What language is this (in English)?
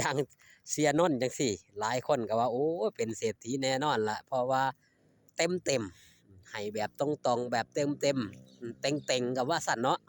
Lao